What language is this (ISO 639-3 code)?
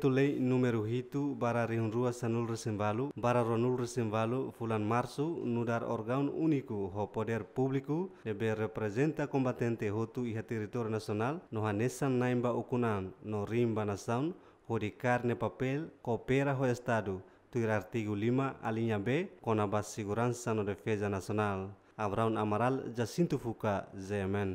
tet